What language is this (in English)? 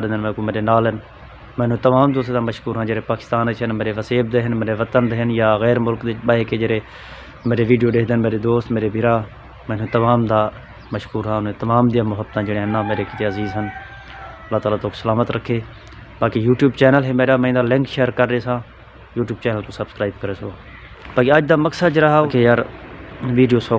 Saraiki